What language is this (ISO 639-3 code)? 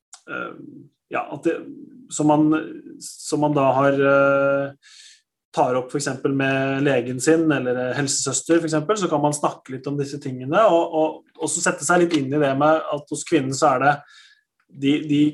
nor